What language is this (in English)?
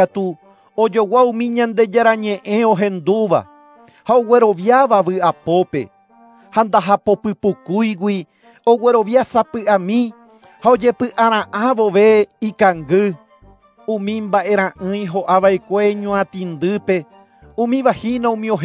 Guarani